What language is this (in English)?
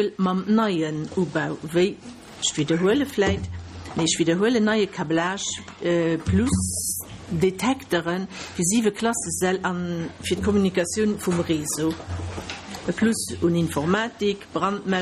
Luxembourgish